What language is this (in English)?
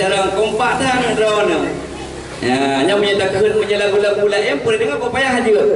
Achinese